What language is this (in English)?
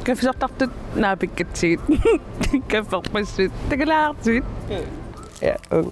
Kalaallisut